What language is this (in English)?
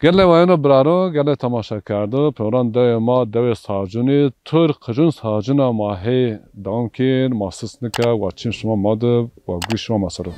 Zaza